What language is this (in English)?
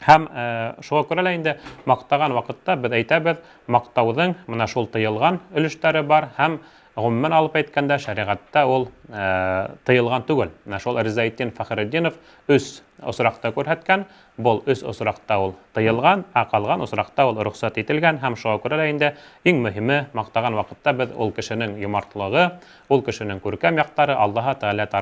Bashkir